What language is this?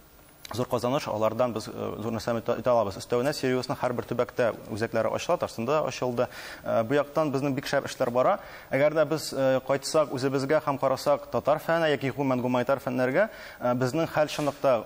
Tatar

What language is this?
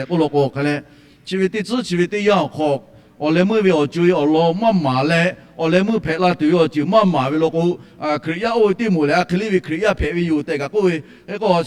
Lahu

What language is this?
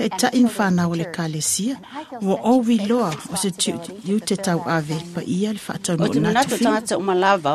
Samoan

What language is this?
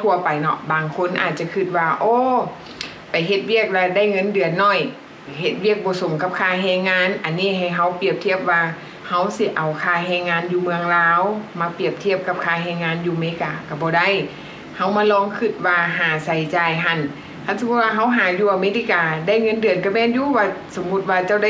Lao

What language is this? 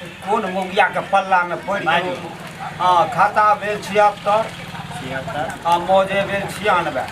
Maithili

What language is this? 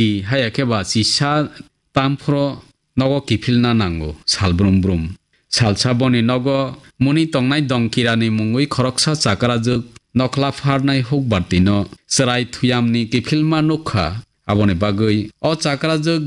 Kok Borok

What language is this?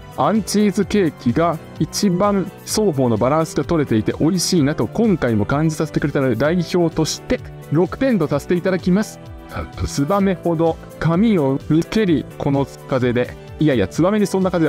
Japanese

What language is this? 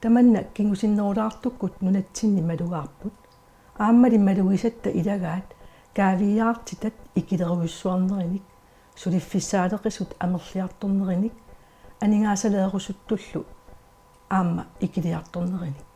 Kalaallisut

